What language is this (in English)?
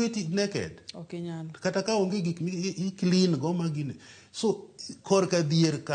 Luo (Kenya and Tanzania)